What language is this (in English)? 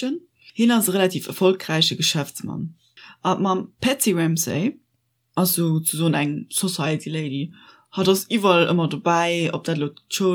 Luxembourgish